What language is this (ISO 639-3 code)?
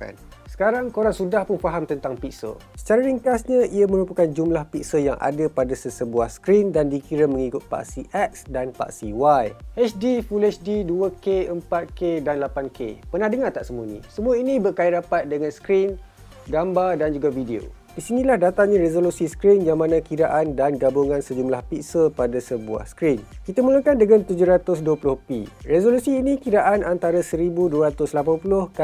msa